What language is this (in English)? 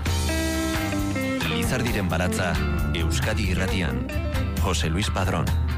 Basque